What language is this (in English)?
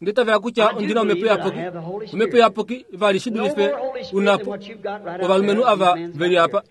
Kuanyama